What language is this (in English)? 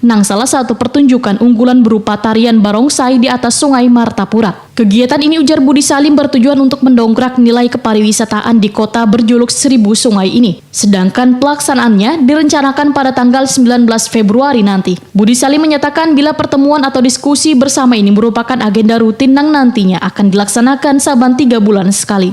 Banjar